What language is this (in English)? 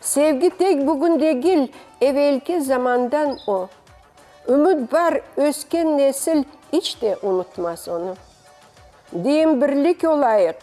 Crimean Tatar